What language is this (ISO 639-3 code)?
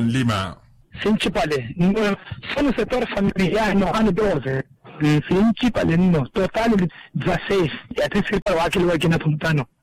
vmw